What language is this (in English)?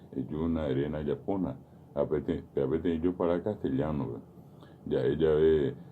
Guarani